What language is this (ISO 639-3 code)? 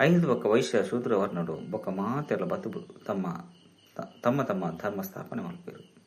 tcy